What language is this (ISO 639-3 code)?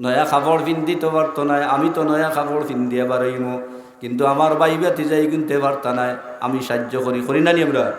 syl